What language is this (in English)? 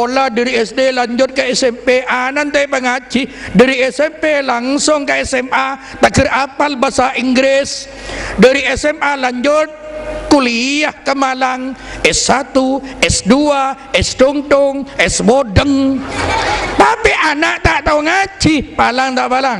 Madurese